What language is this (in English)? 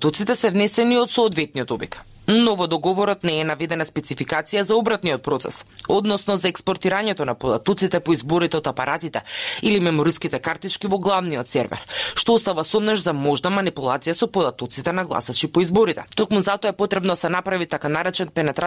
Macedonian